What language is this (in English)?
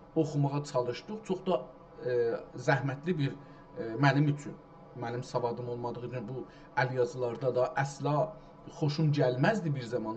South Azerbaijani